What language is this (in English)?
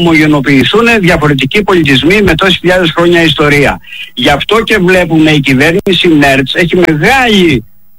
Greek